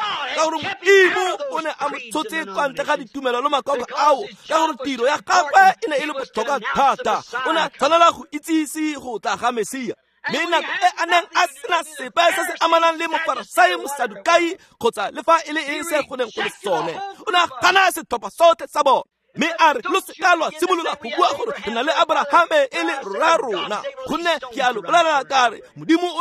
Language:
Tswana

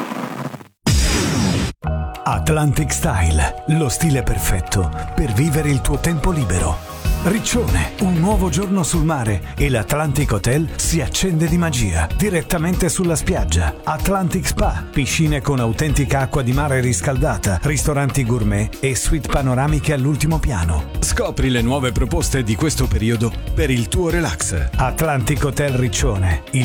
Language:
Italian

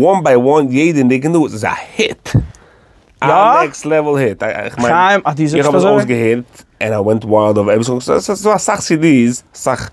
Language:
Yiddish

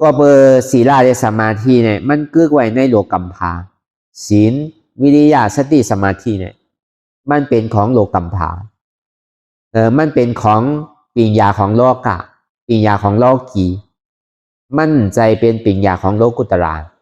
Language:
Shan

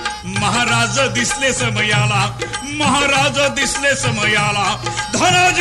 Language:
Marathi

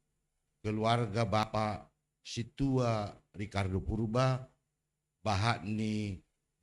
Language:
Batak Simalungun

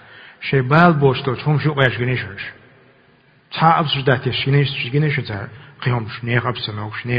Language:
Chechen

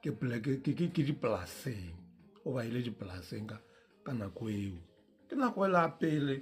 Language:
Northern Sotho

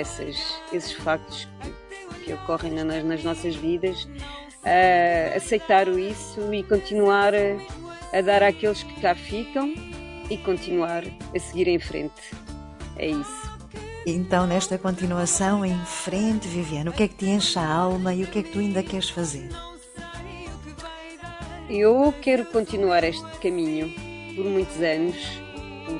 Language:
Portuguese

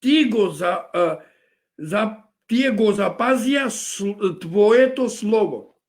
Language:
Balkan Romani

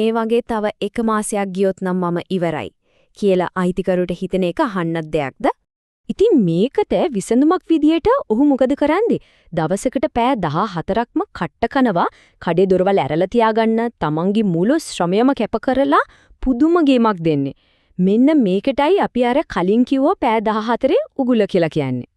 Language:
Sinhala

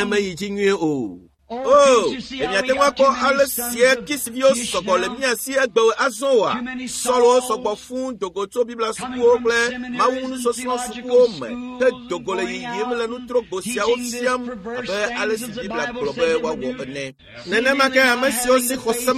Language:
Ewe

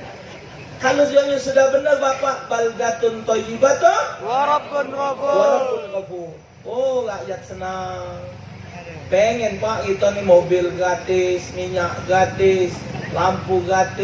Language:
Musi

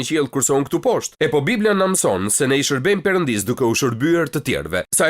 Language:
Albanian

